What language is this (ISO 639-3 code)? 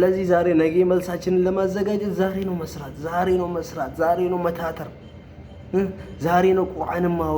amh